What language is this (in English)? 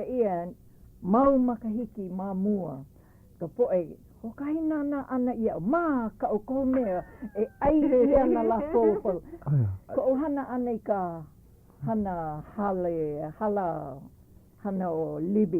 Hawaiian